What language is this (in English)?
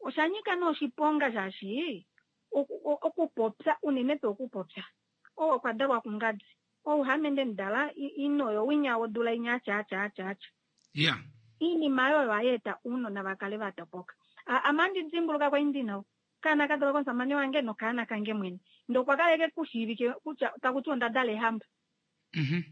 Kuanyama